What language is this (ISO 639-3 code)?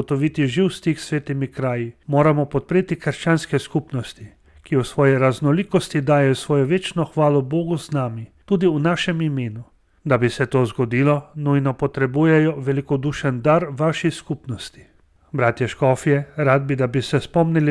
slv